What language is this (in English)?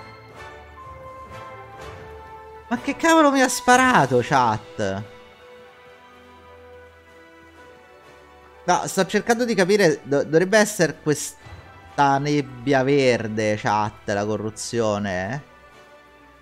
Italian